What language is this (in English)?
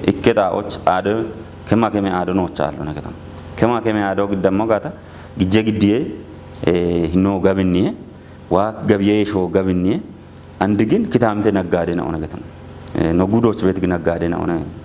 Kafa